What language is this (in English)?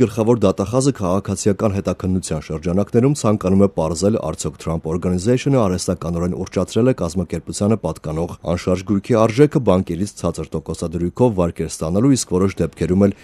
Armenian